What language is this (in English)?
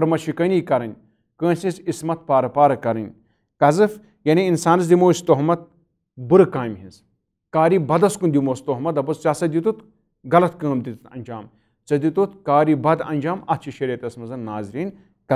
Kashmiri